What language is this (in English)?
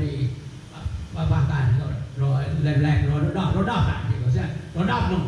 Vietnamese